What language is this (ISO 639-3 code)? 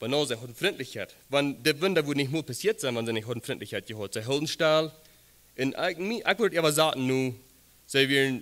pdt